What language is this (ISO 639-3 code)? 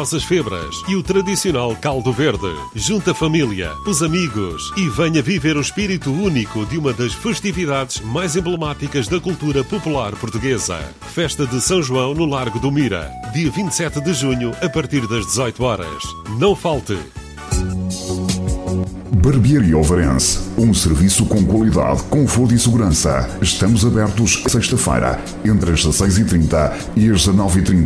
por